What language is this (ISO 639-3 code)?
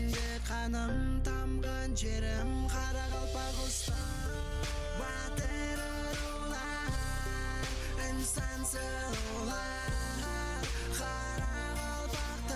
kaa